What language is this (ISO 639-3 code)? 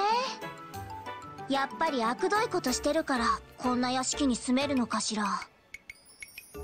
jpn